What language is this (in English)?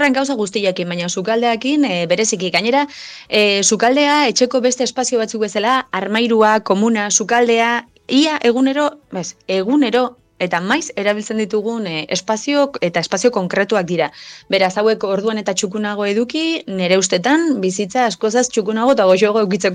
Basque